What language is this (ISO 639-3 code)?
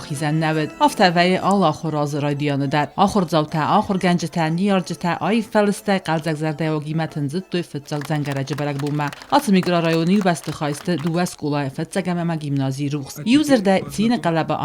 oss